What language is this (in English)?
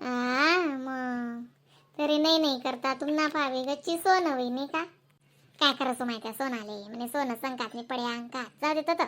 Khandesi